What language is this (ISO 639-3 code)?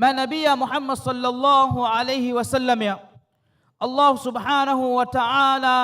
div